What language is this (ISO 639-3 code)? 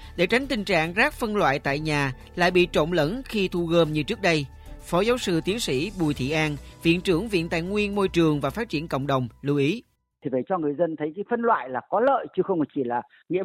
vie